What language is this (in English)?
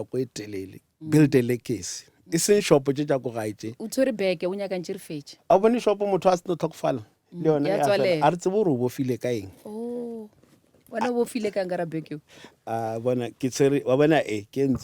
Northern Sotho